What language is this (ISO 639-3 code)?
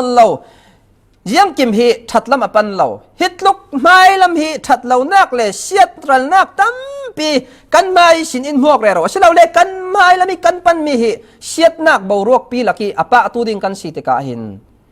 cfm